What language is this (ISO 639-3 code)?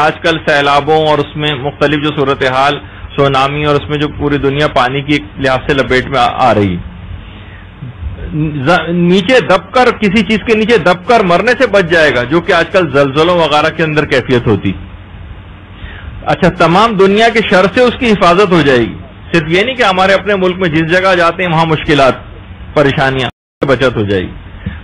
urd